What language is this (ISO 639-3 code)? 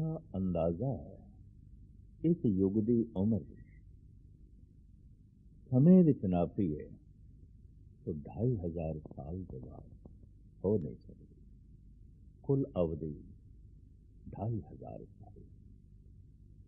pan